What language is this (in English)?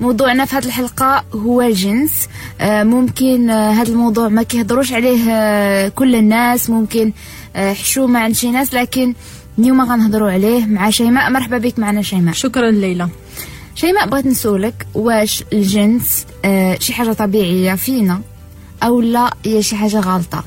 Moroccan Arabic